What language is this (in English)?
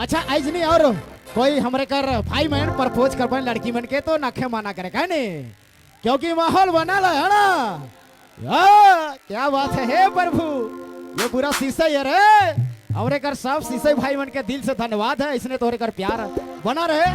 Sadri